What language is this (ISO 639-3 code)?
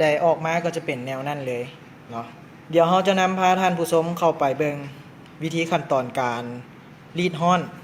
lao